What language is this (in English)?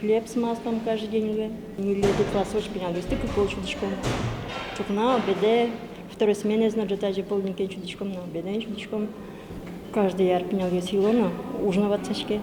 Udmurt